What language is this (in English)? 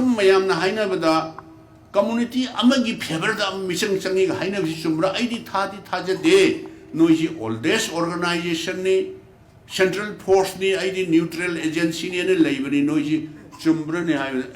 Manipuri